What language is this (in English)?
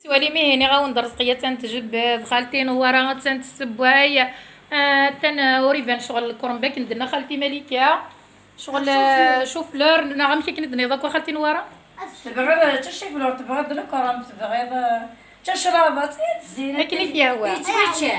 Kabyle